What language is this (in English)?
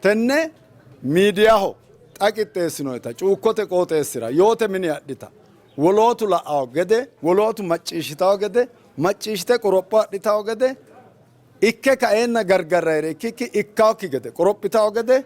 Sidamo